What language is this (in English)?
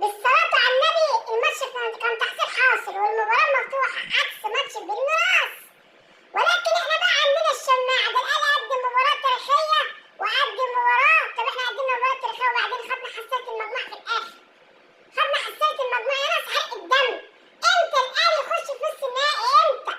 Egyptian Arabic